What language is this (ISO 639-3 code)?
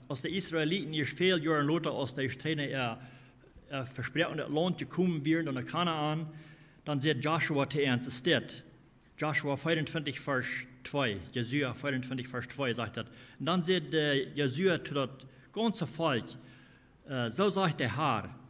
pdt